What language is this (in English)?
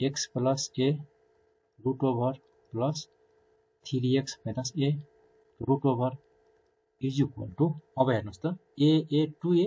Nepali